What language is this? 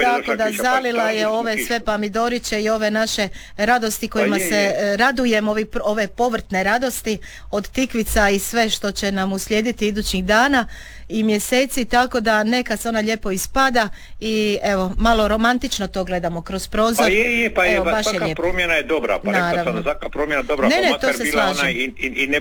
Croatian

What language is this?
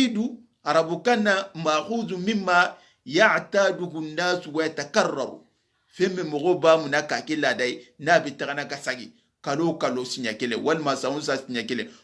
Soninke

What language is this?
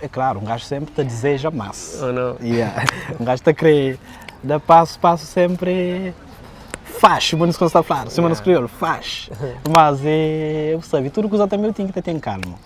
Kabuverdianu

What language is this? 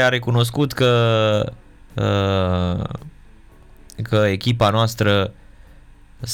Romanian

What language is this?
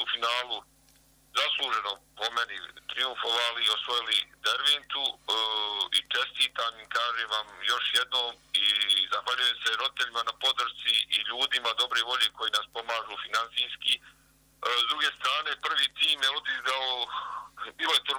Bosnian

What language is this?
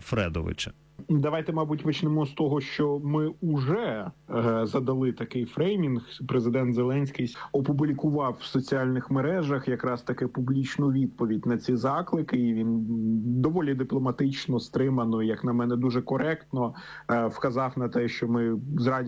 Ukrainian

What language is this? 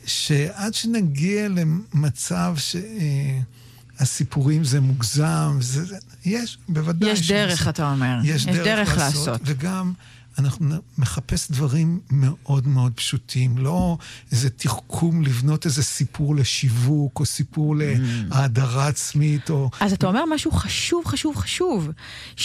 Hebrew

